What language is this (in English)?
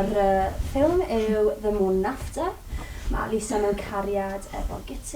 Welsh